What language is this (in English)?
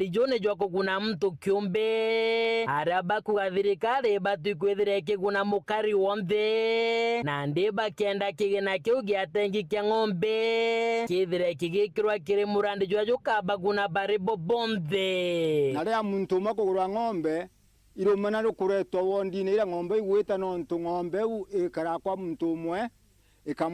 Meru